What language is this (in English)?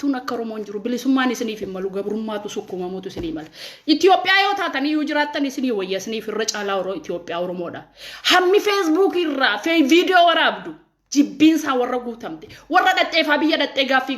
Oromo